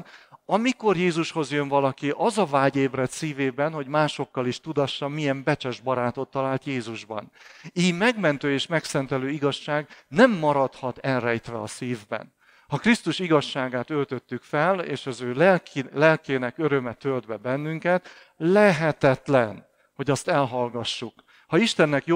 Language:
Hungarian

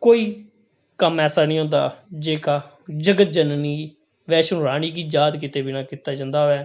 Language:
Dogri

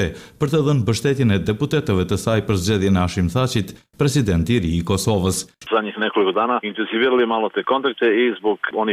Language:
Albanian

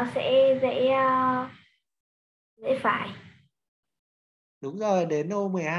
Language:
Vietnamese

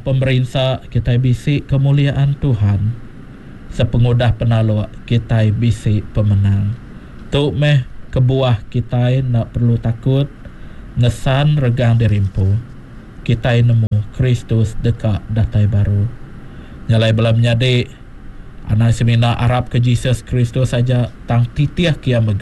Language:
Iban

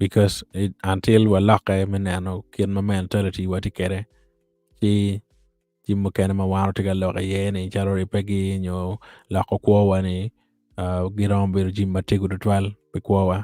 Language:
Acoli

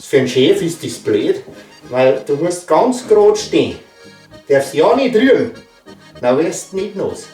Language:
Bavarian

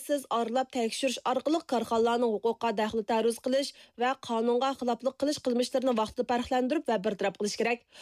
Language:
Uyghur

